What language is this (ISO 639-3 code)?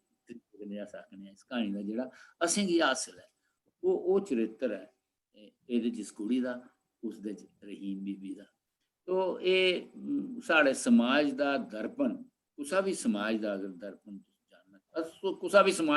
doi